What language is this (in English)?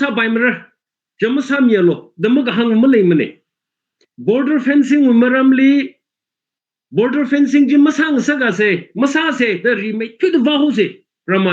Tangkhul Naga (India)